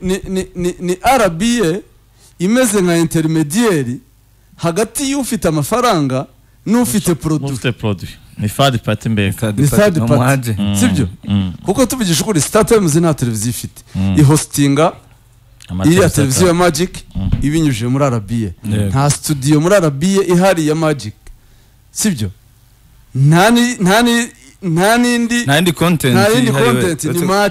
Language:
Kinyarwanda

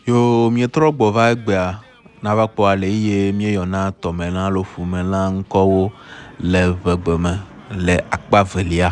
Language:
Ewe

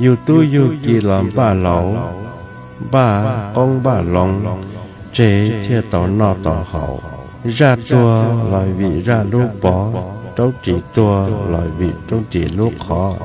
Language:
Hmong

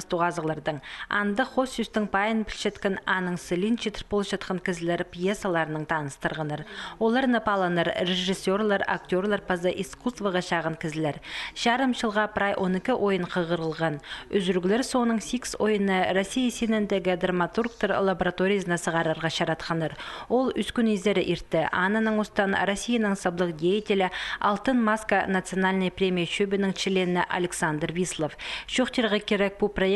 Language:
Khakas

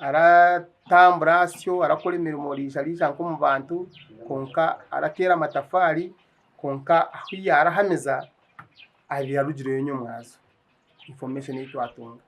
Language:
Nyankole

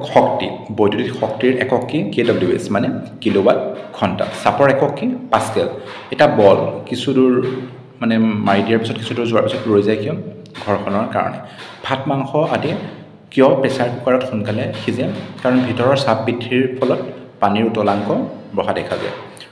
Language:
Assamese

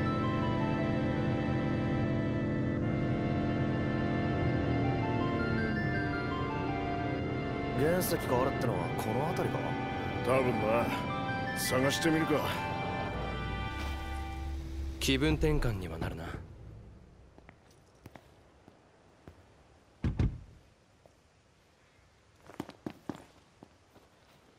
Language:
Japanese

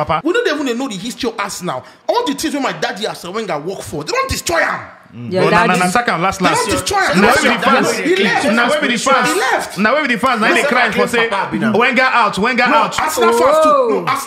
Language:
Nigerian Pidgin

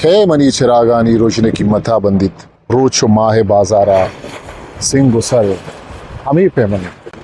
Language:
Eastern Balochi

